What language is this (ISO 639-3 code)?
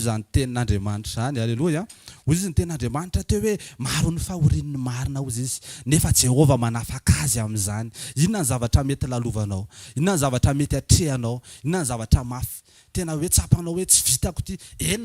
mlg